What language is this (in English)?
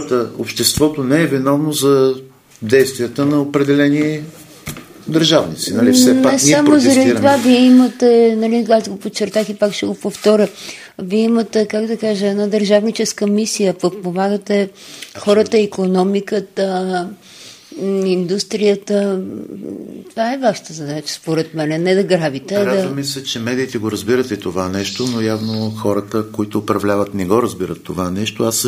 Bulgarian